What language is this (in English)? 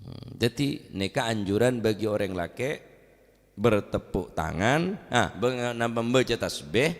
Madurese